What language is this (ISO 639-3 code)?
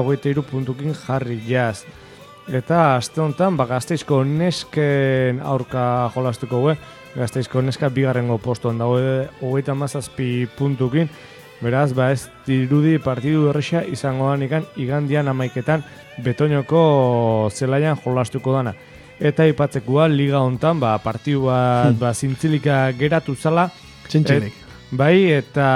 eus